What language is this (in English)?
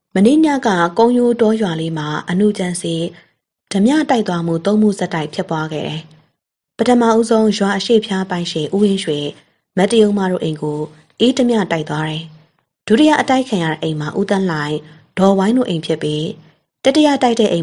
Burmese